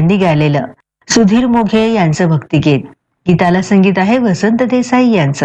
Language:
Marathi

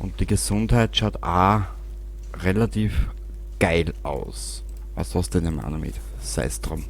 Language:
Bavarian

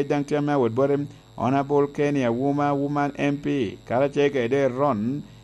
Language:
Lango (Uganda)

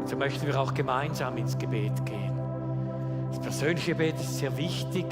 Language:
Swiss German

